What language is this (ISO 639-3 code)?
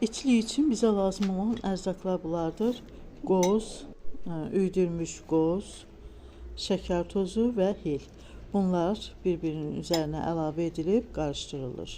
aze